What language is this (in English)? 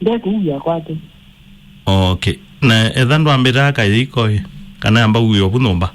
Kamba